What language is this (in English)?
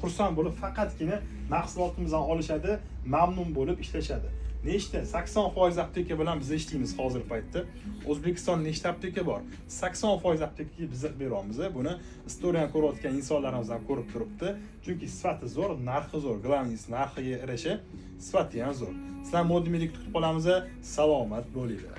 Uzbek